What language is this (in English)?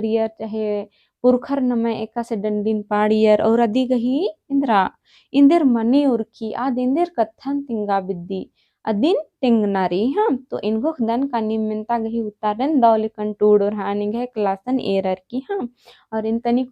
Kurukh